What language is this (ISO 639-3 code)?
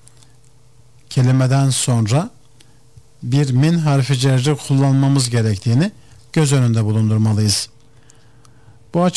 tur